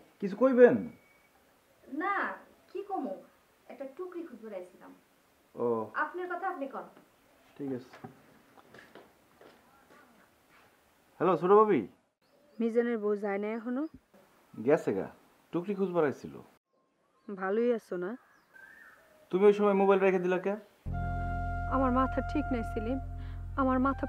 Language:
Bangla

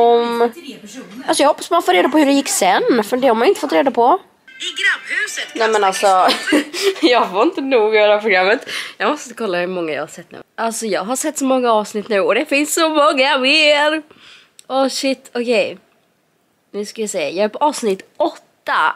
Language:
Swedish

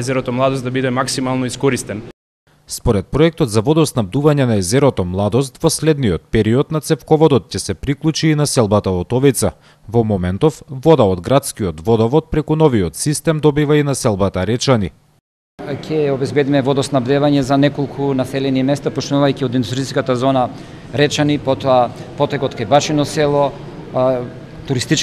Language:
Macedonian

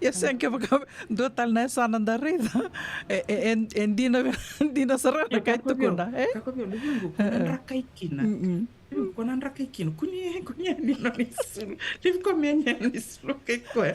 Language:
Fijian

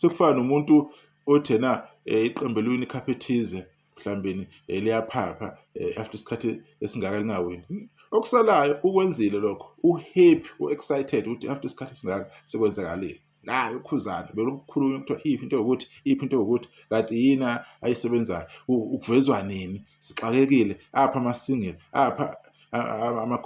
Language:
Zulu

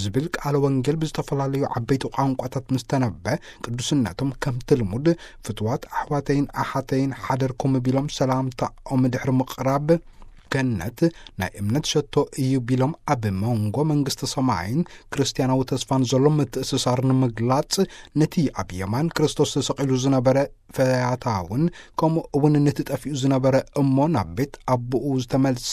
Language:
Tigrinya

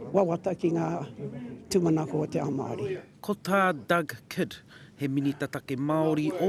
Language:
Māori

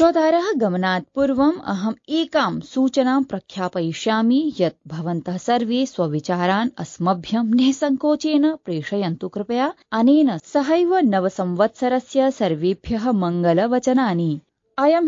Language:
Sanskrit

